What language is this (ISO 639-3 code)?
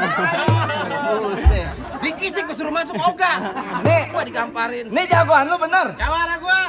bew